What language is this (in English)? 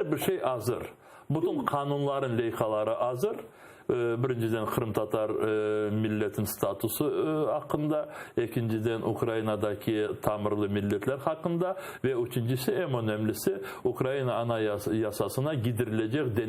Crimean Tatar